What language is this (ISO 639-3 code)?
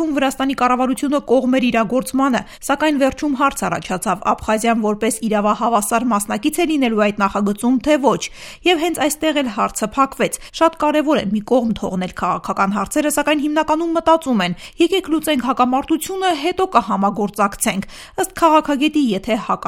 hye